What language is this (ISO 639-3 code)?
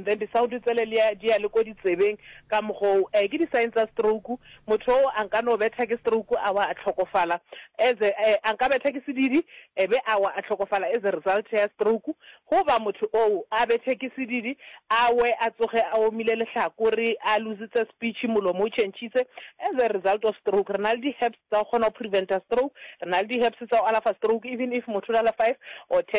nso